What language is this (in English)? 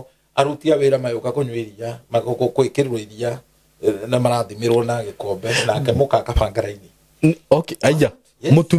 Kikuyu